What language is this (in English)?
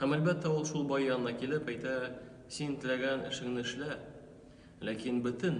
Tatar